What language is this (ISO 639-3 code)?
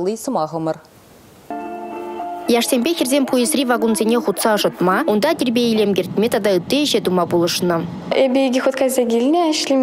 chv